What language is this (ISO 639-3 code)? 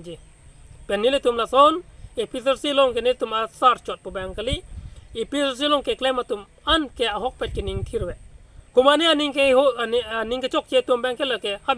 mjw